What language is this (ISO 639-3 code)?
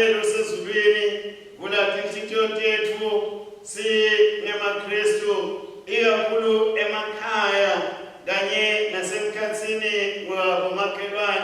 ssw